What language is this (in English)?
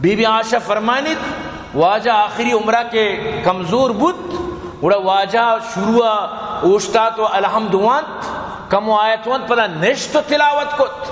Eastern Balochi